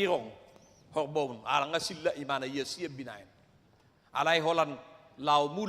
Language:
Batak Toba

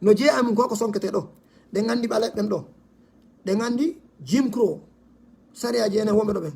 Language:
Fula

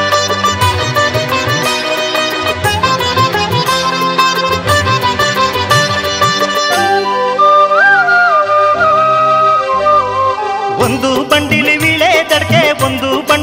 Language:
Kannada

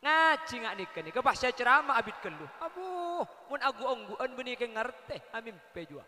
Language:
Madurese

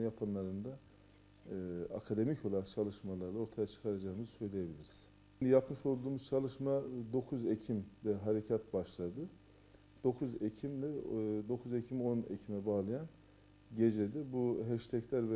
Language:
Turkish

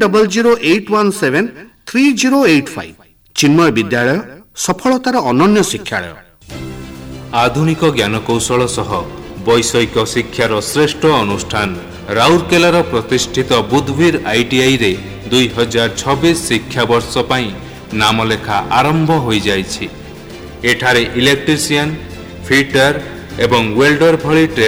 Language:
Odia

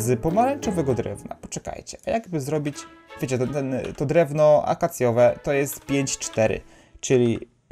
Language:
Polish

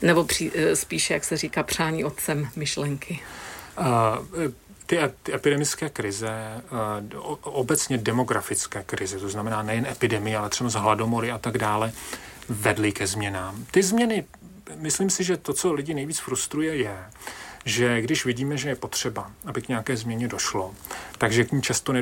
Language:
Czech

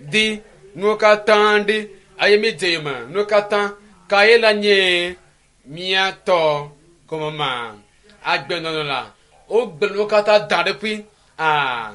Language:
Ewe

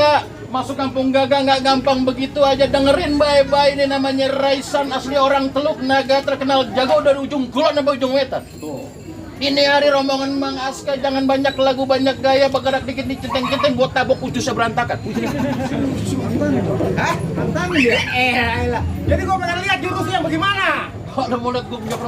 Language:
Betawi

